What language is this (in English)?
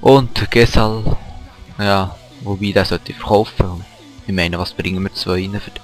Swiss German